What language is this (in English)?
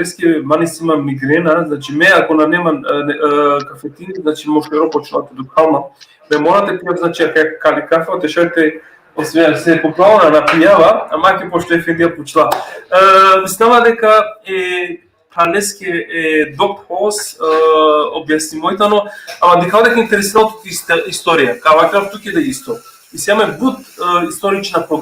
Balkan Romani